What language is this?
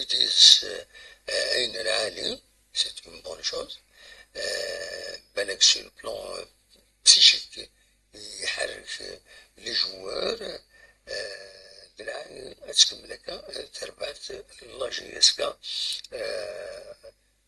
Kabyle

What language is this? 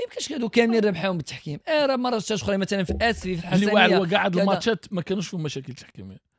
Moroccan Arabic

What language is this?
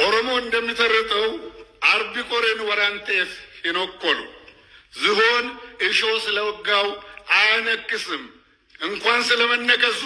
Amharic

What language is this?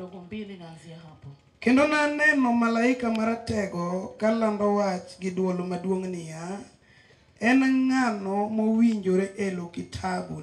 Luo (Kenya and Tanzania)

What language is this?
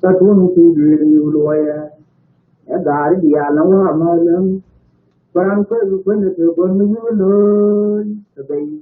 Nuer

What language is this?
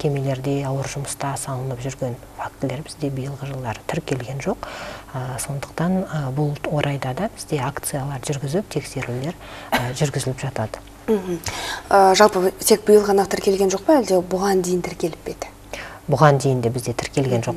Kazakh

